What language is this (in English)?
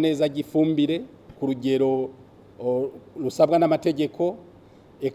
Rundi